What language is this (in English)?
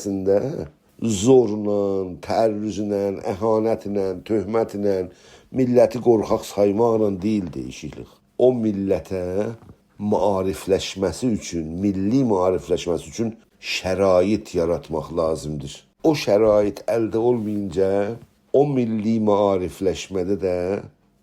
South Azerbaijani